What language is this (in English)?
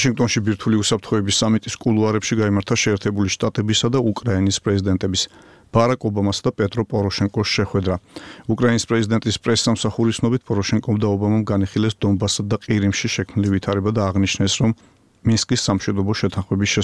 Georgian